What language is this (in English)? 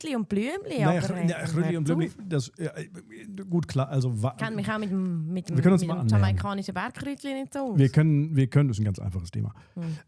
Swiss German